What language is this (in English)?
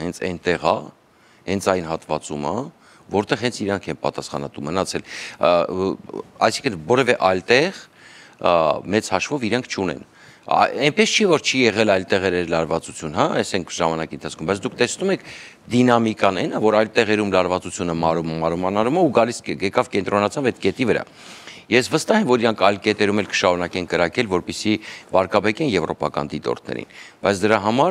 Armenian